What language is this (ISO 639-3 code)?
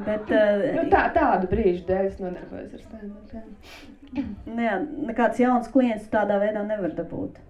lav